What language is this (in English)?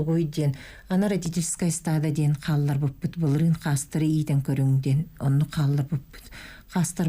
Yakut